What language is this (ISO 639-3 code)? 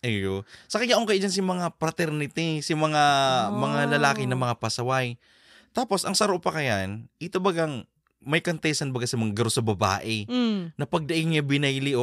bik